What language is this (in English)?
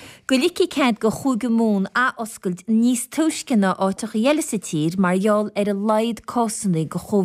Irish